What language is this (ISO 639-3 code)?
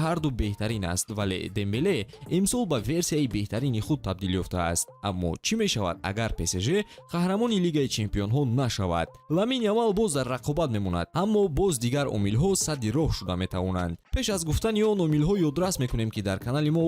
tgk